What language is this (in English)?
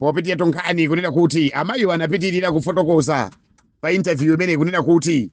Nyanja